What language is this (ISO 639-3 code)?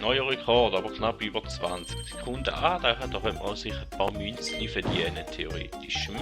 gsw